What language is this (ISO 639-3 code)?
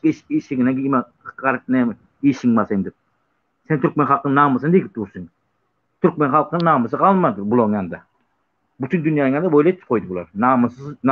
tuk